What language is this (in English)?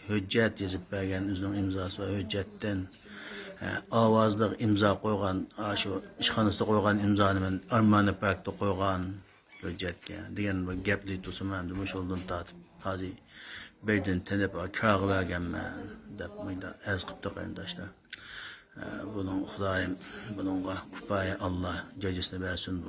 Uyghur